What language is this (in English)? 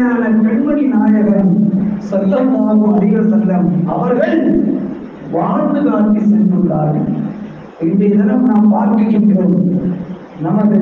Tamil